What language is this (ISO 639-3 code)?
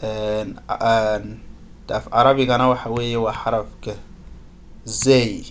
som